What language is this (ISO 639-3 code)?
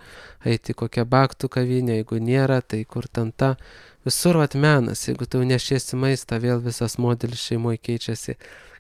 lit